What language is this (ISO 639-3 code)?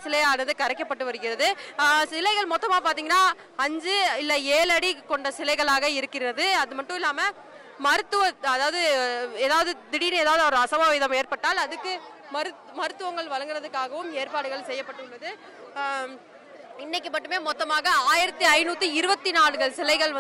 tam